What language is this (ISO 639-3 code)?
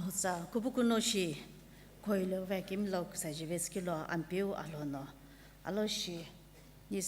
nsm